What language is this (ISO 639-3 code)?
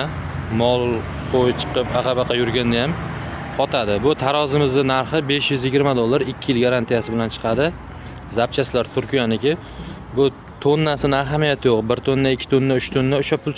uzb